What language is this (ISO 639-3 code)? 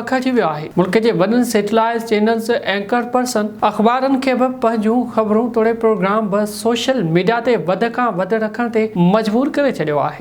snd